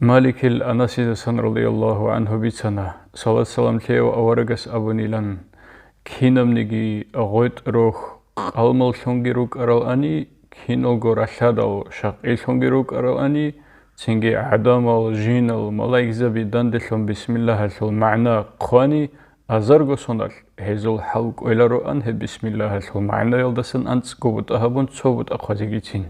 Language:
Avaric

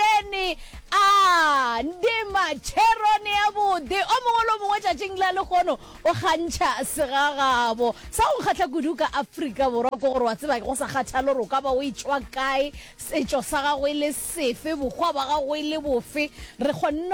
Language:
Northern Sotho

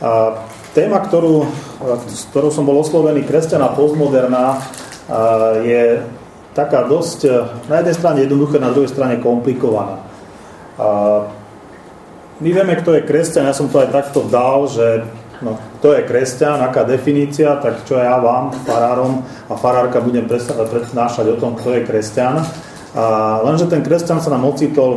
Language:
Slovak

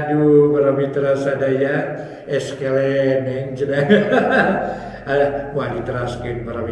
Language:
Sundanese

